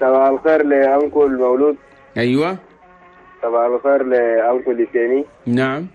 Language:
Chadian Arabic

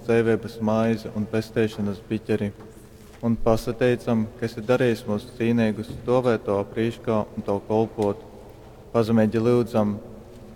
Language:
Latgalian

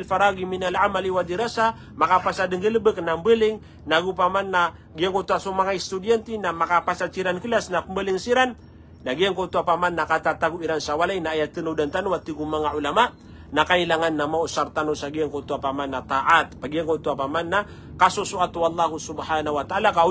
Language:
Maranao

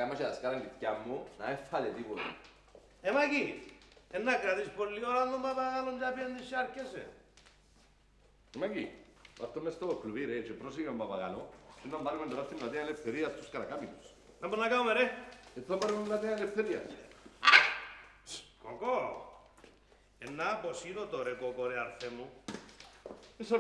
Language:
Greek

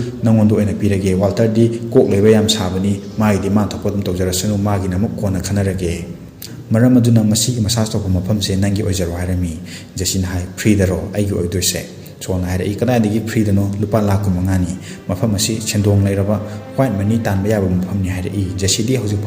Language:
Manipuri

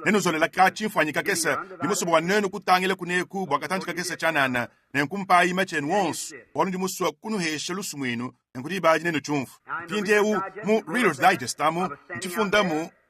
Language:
Luba-Lulua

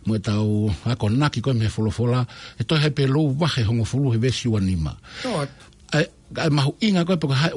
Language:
Tongan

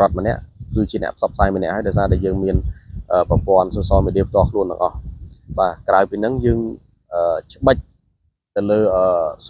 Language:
Khmer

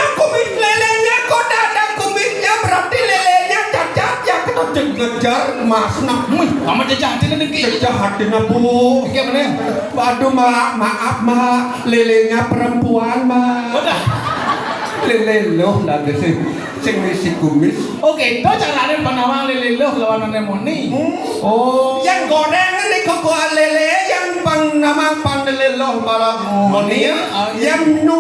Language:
Balinese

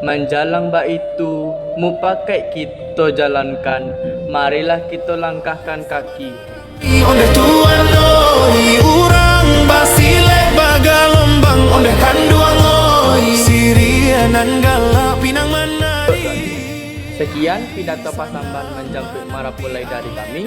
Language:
Minangkabau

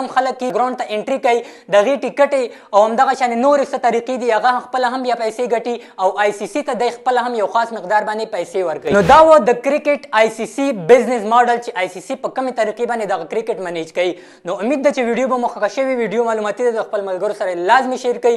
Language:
Pashto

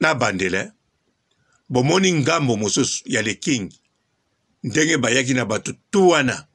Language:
Lingala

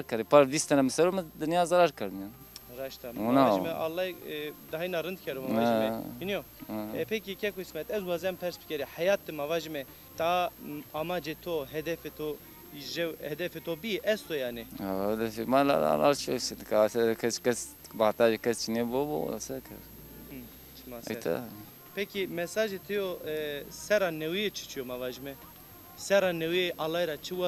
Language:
Zaza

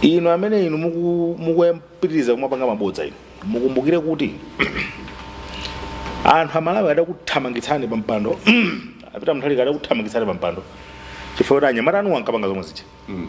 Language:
Nyanja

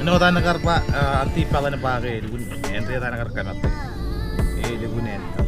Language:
Marshallese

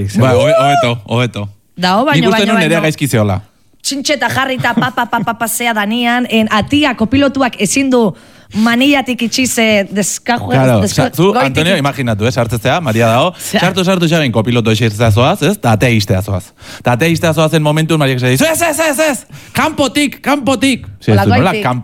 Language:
Basque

